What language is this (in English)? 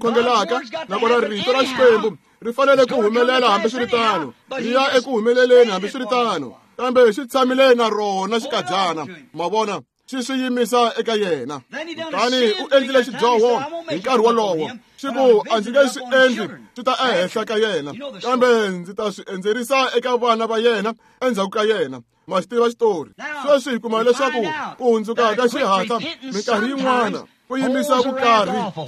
Tsonga